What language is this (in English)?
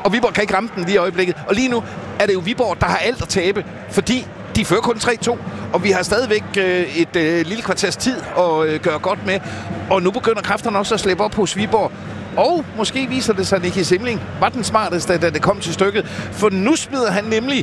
Danish